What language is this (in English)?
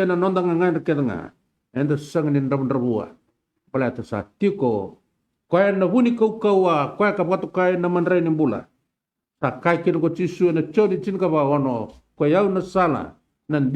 Fijian